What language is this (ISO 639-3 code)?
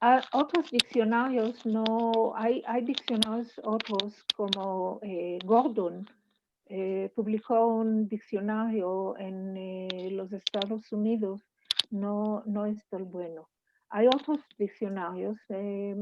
lad